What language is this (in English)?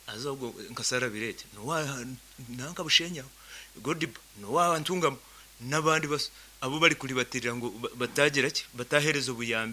Nyankole